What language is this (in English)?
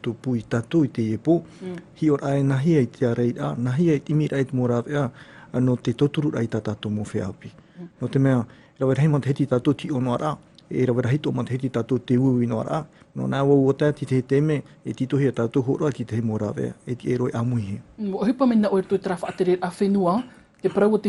Tahitian